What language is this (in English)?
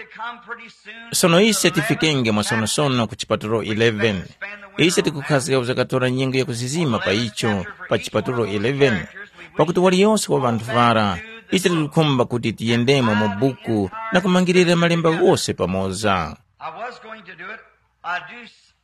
Tumbuka